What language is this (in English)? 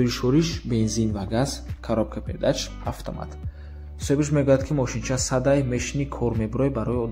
Tajik